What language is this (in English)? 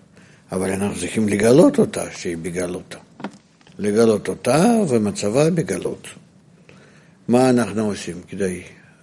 Hebrew